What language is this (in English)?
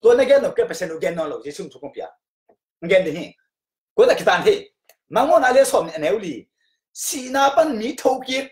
Tedim Chin